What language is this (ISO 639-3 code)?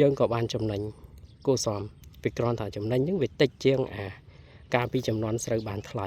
khm